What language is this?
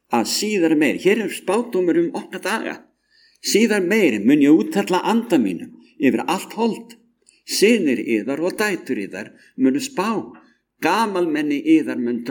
Icelandic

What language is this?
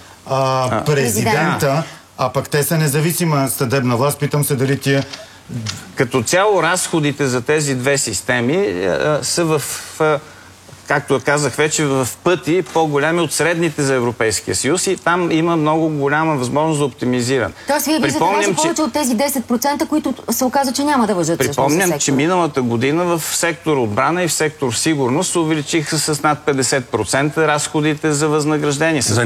Bulgarian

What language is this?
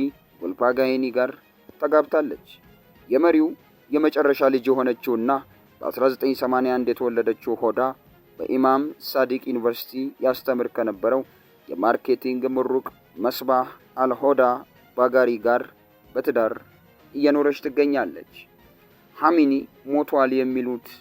Amharic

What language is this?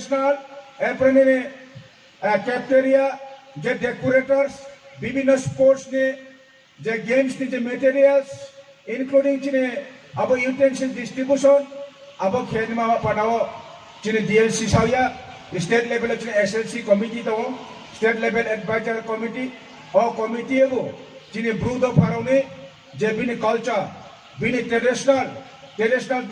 Riang (India)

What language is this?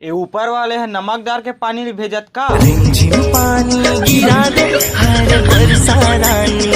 Chhattisgarhi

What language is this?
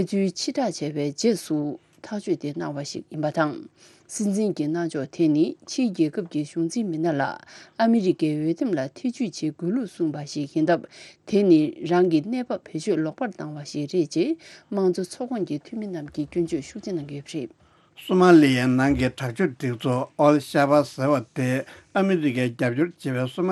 Tibetan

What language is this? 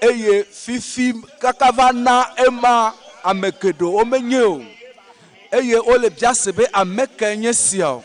Ewe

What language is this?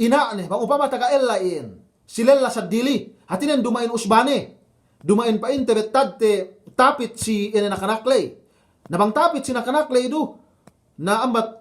Yakan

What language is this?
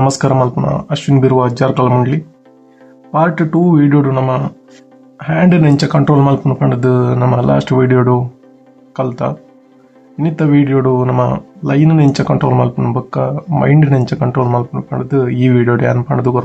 Tulu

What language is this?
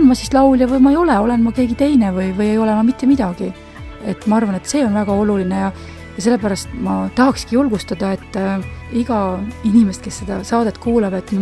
Estonian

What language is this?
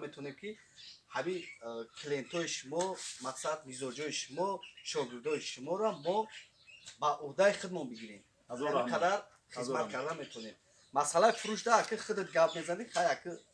Tajik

